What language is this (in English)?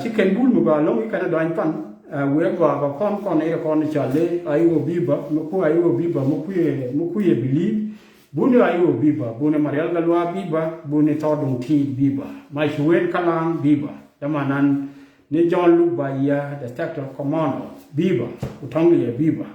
Nuer